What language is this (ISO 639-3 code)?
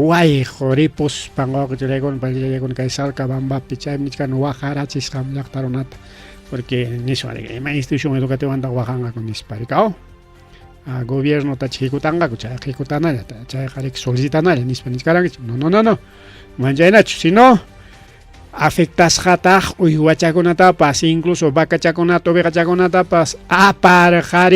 quy